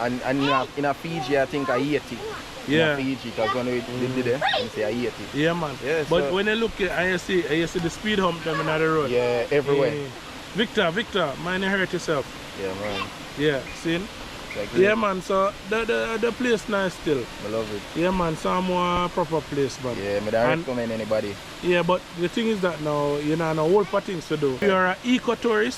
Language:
Jamaican Creole English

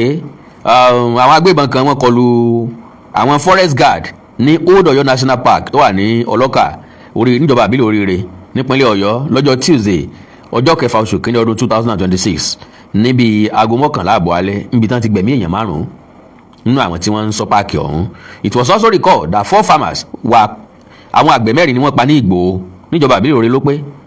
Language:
Yoruba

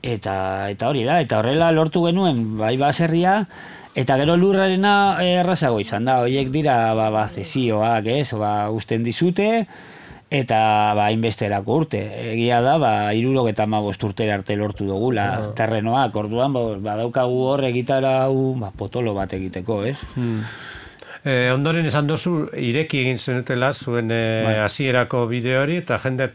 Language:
Basque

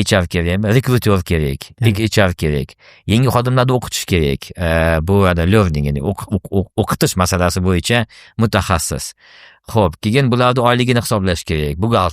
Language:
Uzbek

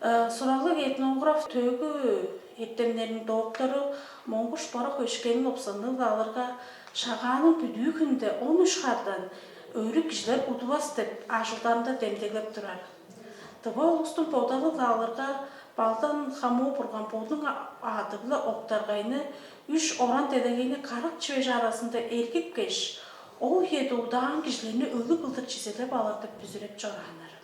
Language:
Tuvinian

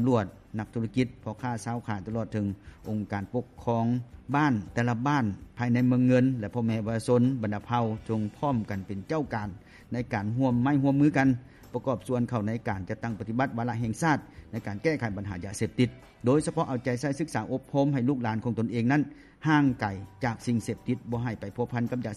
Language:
Lao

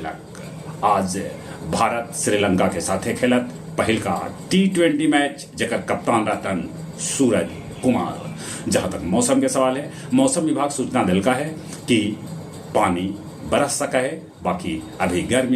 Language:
Magahi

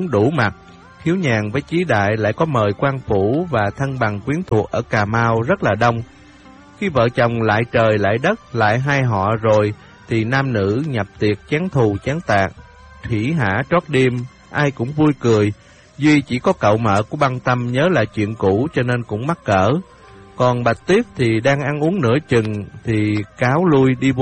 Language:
Vietnamese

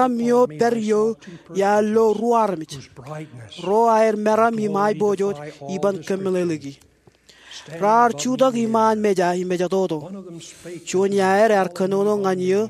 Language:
Marshallese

